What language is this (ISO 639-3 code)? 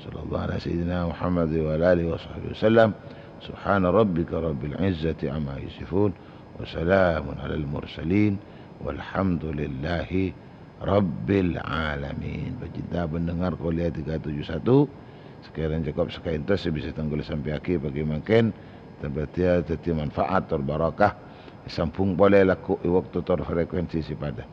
mad